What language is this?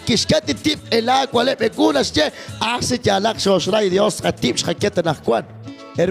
Kekchí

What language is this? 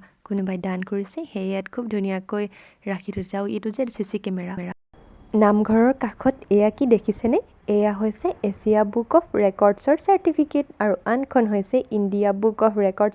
Assamese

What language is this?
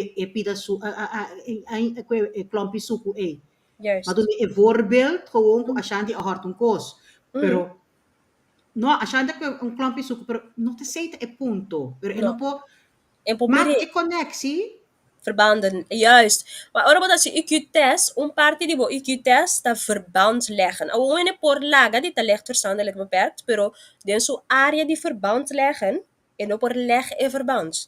Papiamento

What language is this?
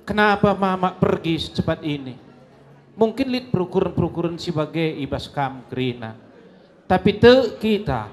Batak Karo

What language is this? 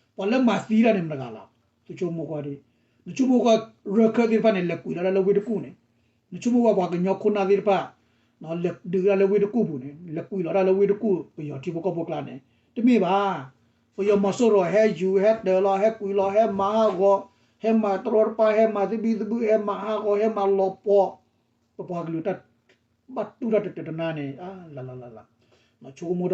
S'gaw Karen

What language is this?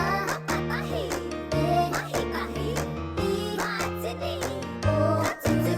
Māori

